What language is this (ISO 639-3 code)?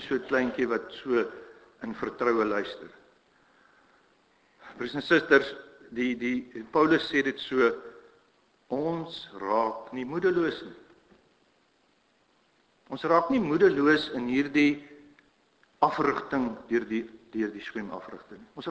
afr